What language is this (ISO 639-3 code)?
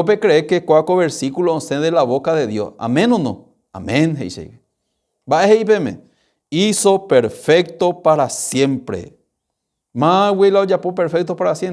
grn